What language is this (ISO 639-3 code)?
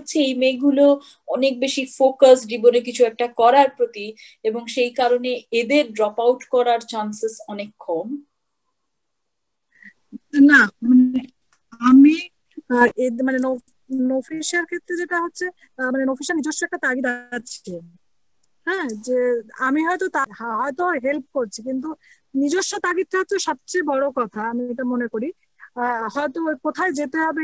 ben